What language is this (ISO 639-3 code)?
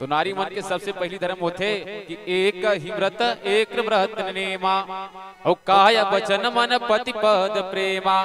hne